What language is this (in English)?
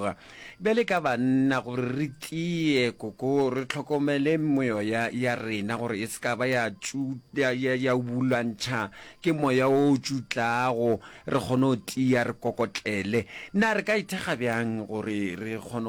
Northern Sotho